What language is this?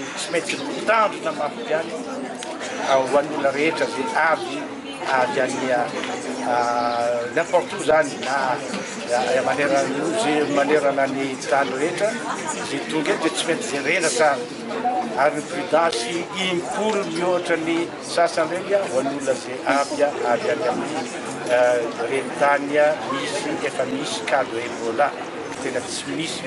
Malagasy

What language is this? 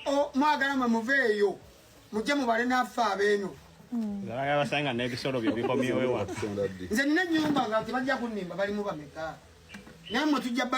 Ganda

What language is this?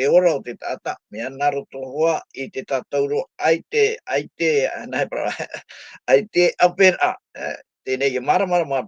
Tahitian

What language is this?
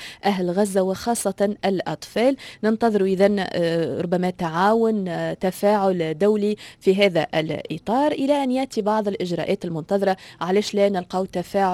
Tunisian Arabic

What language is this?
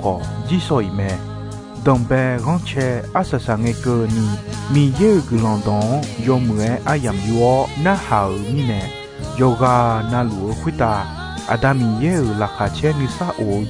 Akha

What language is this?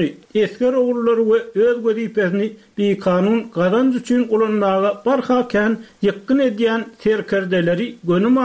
Turkmen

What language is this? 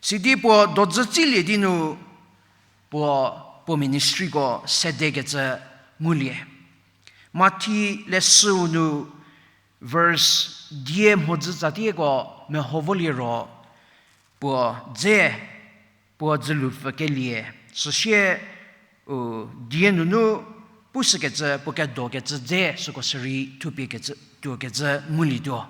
Angami Naga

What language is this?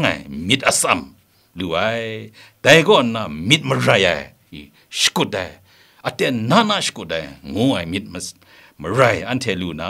Kachin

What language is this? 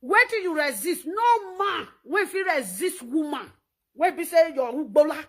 Nigerian Pidgin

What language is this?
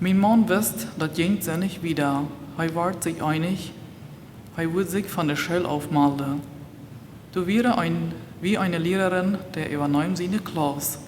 Plautdietsch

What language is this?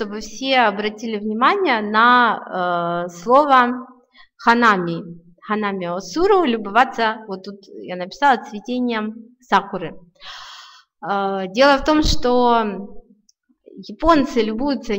Russian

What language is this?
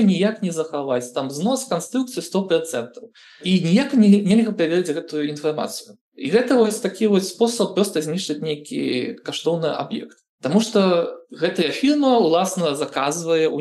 Belarusian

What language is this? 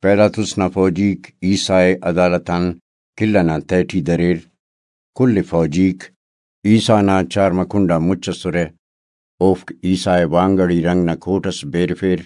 Brahui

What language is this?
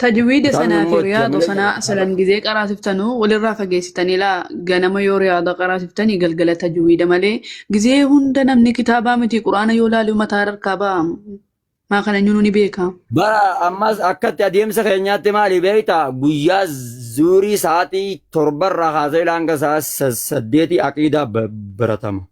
Oromo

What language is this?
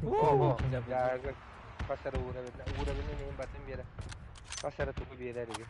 Yakut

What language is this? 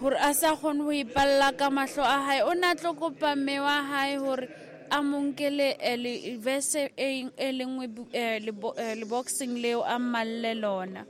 Southern Sotho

